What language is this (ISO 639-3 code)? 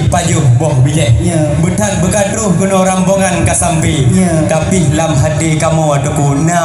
ace